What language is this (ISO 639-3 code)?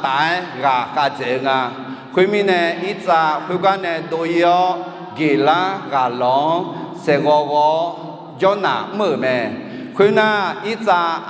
ahk